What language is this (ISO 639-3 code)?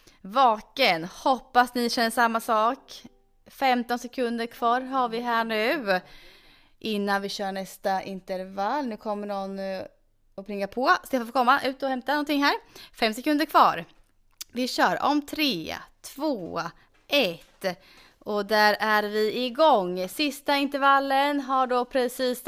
swe